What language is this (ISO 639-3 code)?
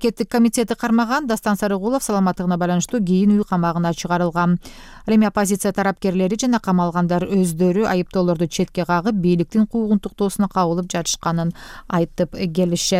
kir